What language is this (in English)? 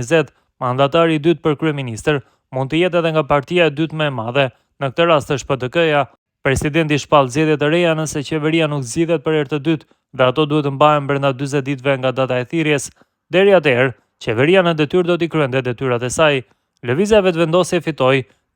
Albanian